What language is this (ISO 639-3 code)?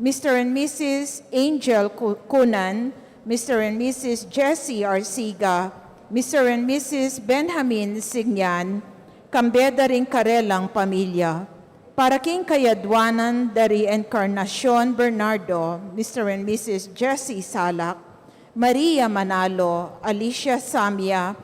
pam